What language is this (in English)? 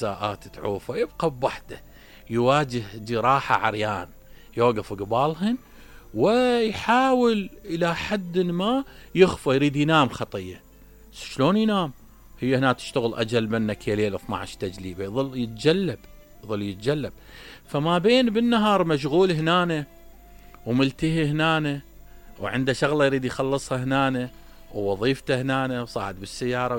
Mesopotamian Arabic